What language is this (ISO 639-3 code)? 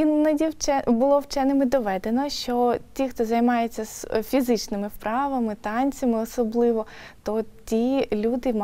ukr